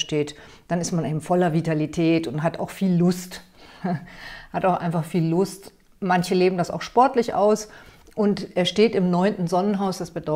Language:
German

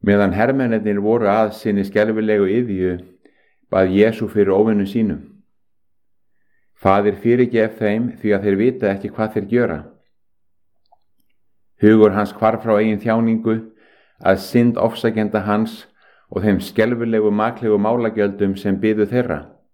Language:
Icelandic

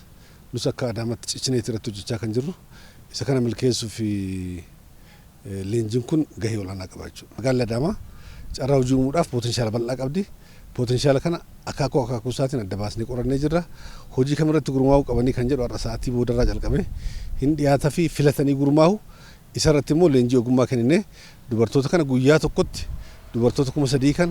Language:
Oromo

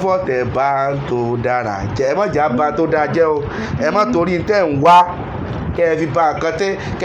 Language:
Yoruba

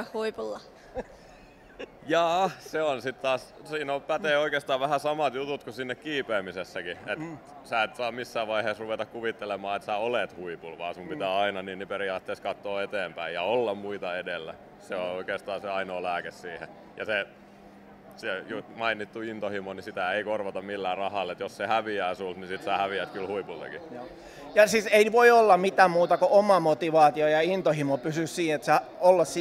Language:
Finnish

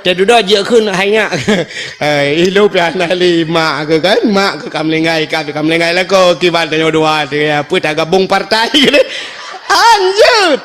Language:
Achinese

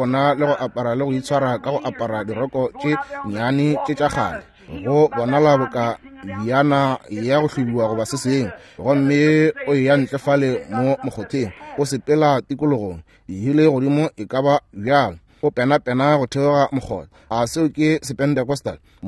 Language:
Northern Sotho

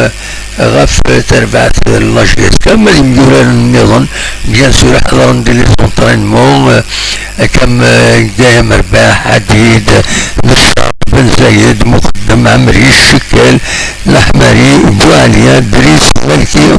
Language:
Kabyle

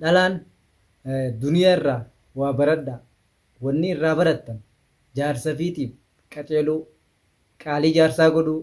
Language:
Oromo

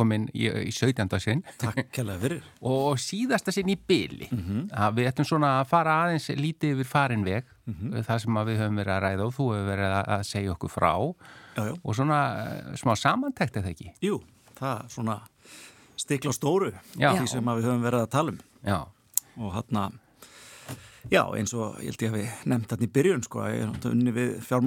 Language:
Icelandic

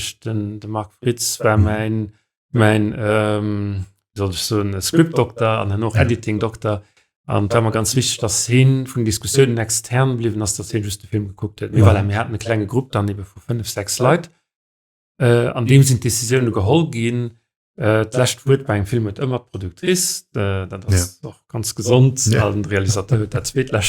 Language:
Luxembourgish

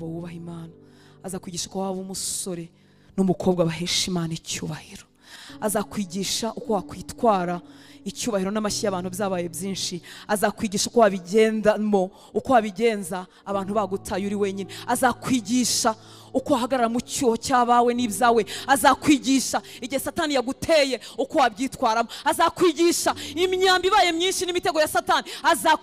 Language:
Kinyarwanda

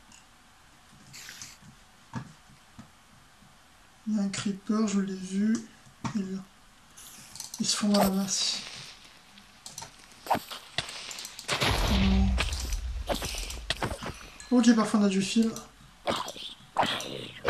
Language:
French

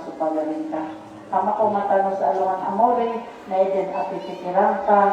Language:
Maranao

